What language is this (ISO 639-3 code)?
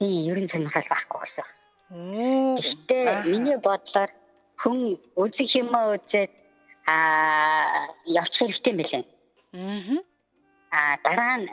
mon